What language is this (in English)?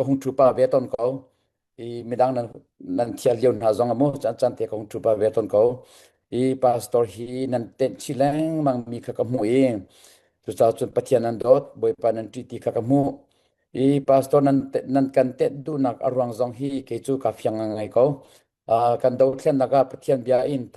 Hakha Chin